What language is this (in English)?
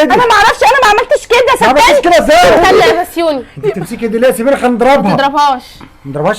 Egyptian Arabic